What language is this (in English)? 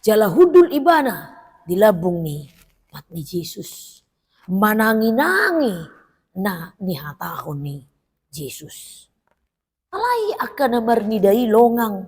Batak Toba